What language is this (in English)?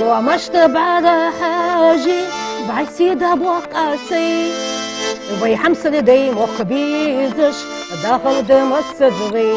Ingush